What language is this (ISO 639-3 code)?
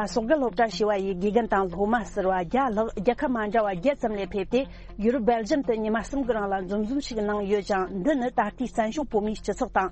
bod